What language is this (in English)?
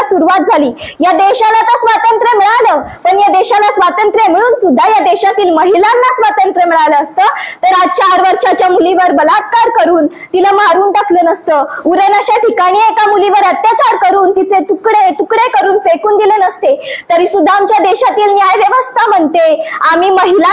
Marathi